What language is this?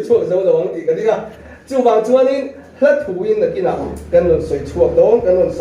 Mizo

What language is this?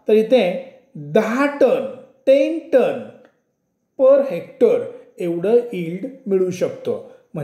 Marathi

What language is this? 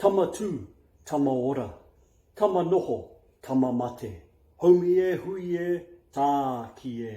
Māori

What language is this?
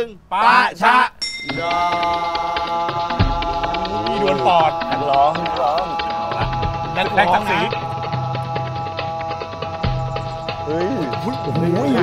Thai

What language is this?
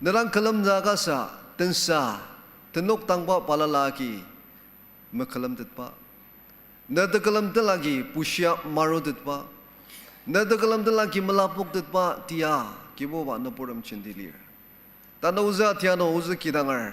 Ao Naga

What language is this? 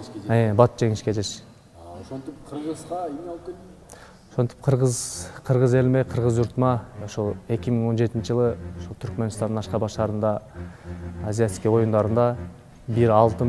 Kyrgyz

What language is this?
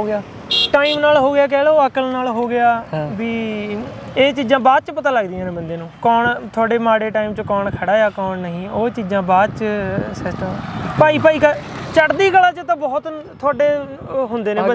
Punjabi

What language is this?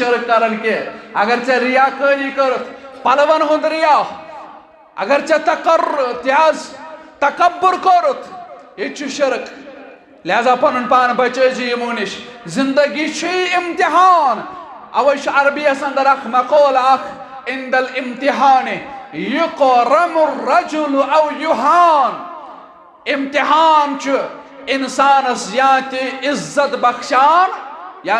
Kashmiri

